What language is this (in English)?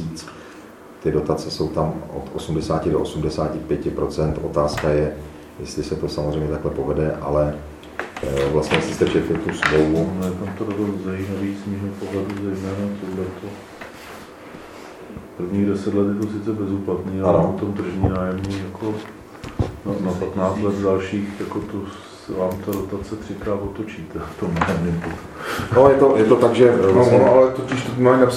Czech